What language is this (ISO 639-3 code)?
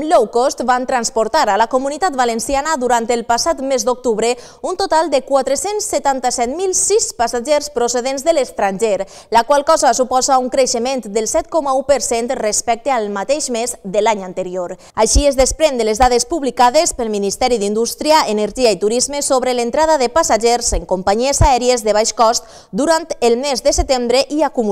cat